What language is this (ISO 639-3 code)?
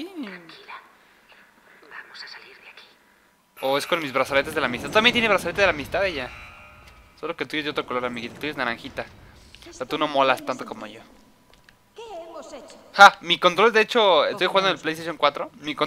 spa